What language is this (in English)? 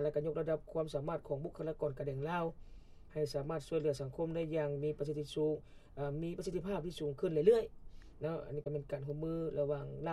Lao